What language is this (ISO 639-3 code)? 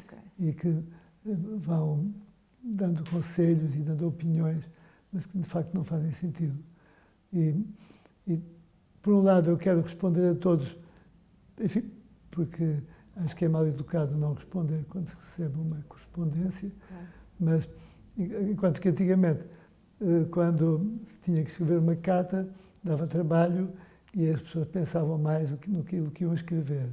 por